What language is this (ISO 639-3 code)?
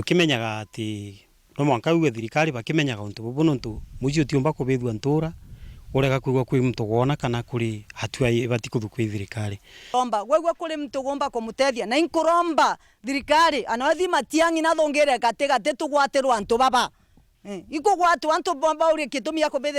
mer